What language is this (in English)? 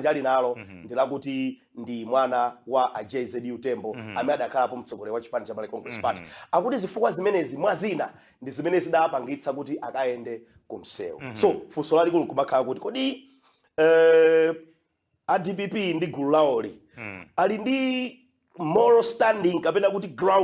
Nyanja